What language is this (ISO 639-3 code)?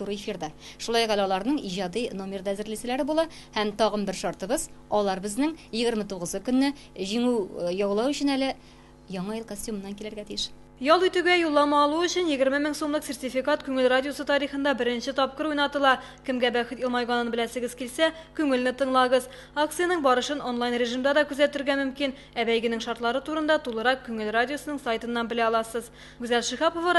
tat